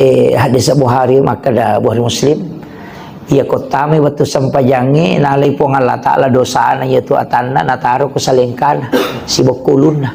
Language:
Buginese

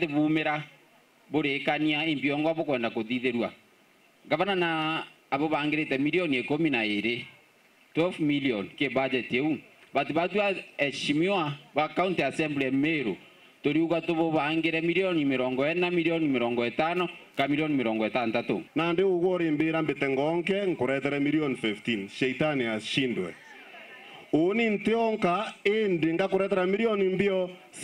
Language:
Meru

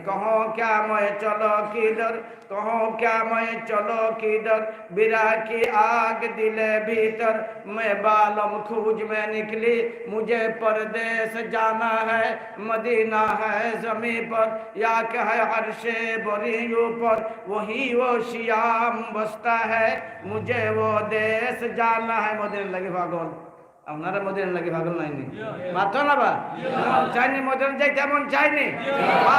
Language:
Sylheti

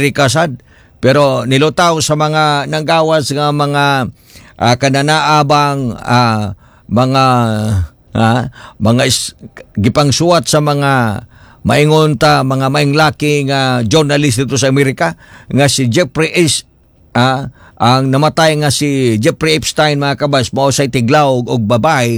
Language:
Cebuano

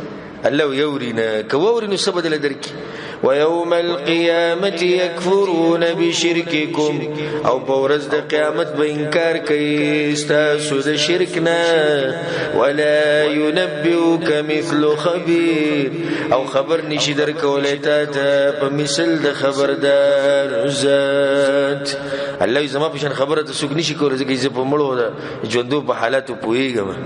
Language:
Pashto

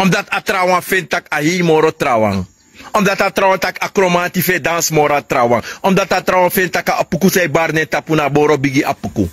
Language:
Sranan Tongo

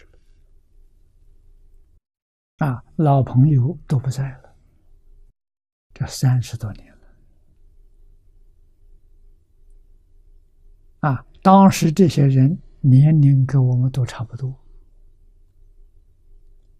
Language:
Chinese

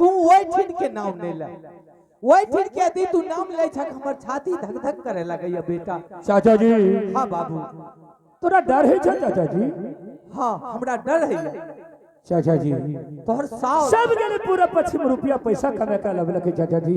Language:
Angika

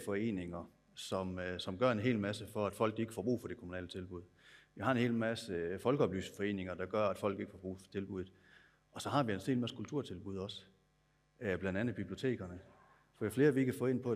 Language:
Danish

